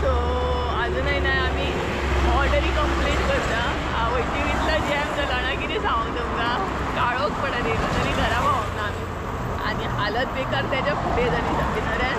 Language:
Konkani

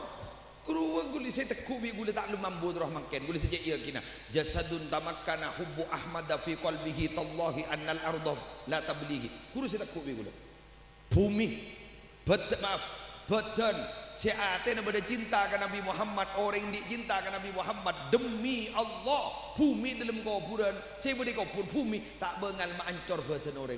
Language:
Madurese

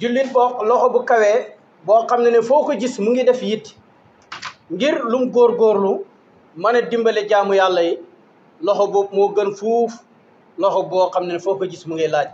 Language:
Wolof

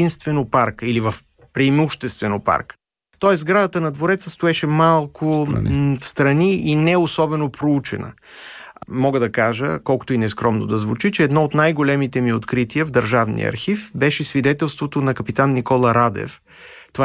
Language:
Bulgarian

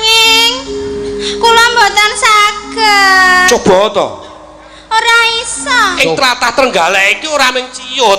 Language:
Javanese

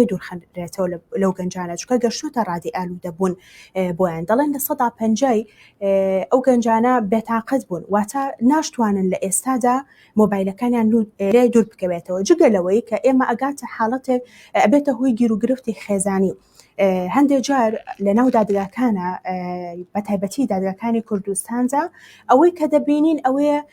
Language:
Central Kurdish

